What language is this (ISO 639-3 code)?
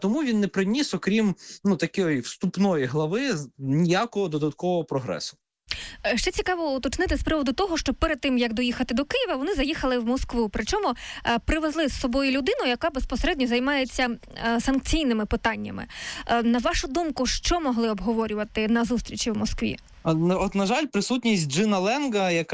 ukr